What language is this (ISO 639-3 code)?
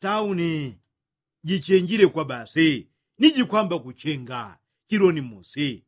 yao